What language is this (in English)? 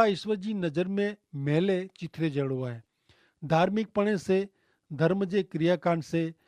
Kachhi